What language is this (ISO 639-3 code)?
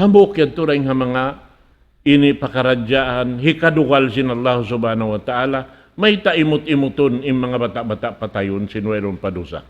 tsg